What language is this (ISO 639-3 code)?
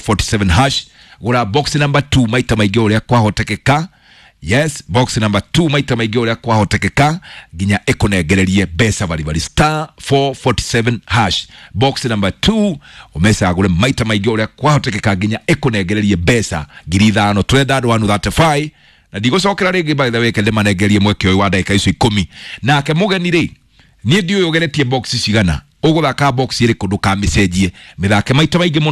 kik